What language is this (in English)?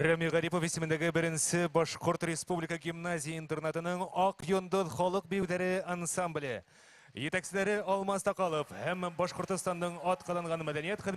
Bashkir